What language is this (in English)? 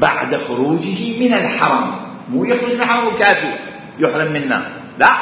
Mesopotamian Arabic